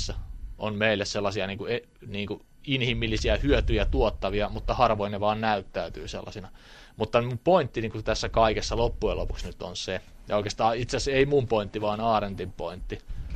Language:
Finnish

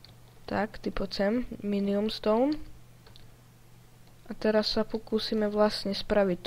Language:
Slovak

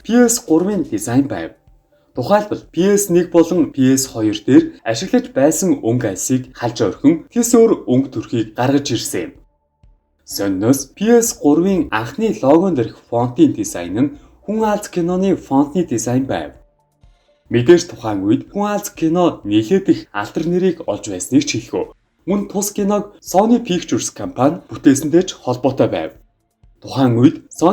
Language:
Mongolian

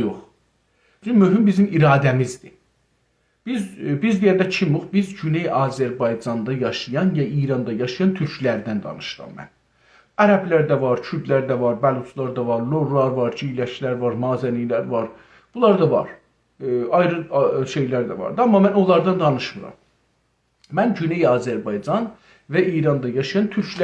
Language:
South Azerbaijani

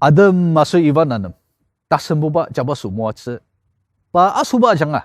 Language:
Ao Naga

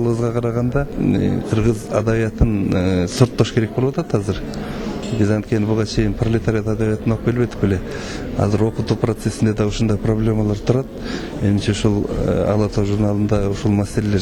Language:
Kyrgyz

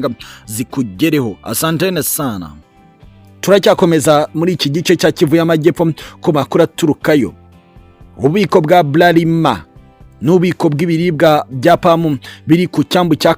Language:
Kinyarwanda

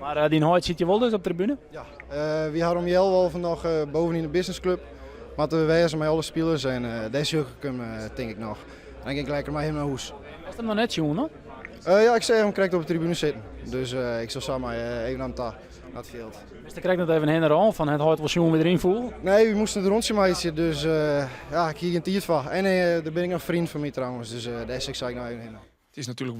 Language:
Western Frisian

